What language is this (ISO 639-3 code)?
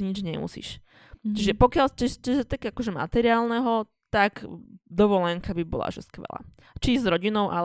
slk